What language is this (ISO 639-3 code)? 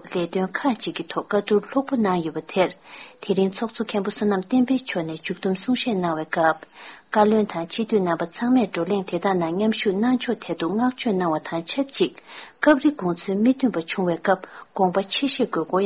bod